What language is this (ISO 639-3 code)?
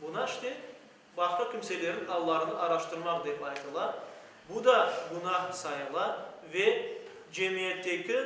crh